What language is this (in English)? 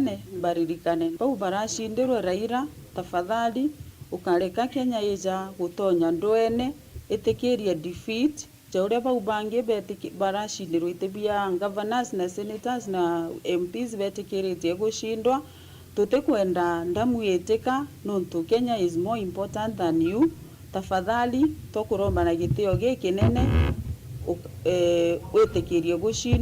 Meru